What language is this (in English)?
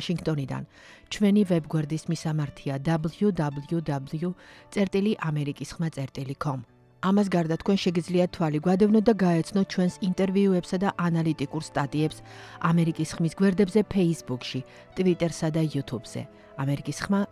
Georgian